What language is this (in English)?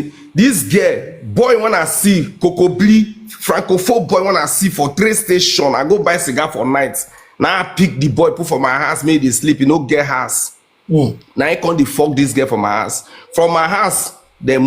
Nigerian Pidgin